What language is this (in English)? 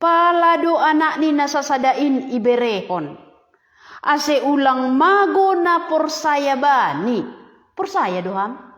Batak Simalungun